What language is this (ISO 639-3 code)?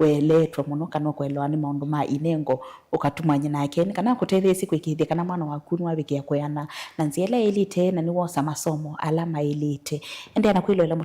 kam